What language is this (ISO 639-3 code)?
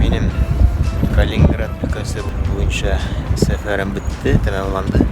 tat